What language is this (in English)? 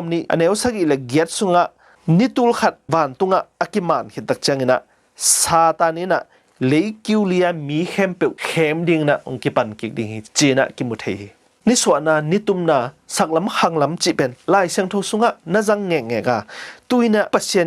Tedim Chin